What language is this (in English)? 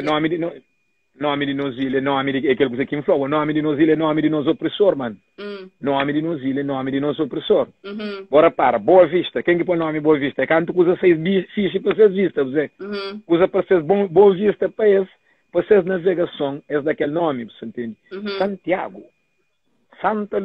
Kabuverdianu